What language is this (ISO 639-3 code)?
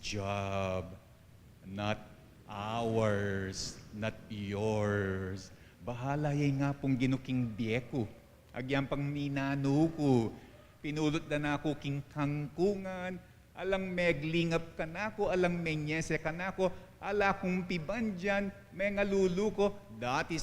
pam